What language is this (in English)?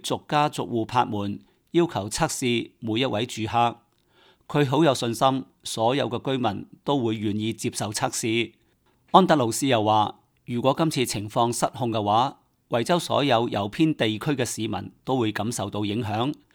Cantonese